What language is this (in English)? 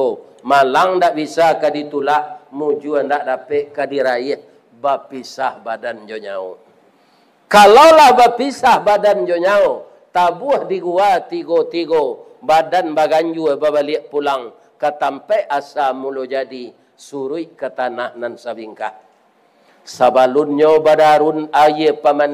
Minangkabau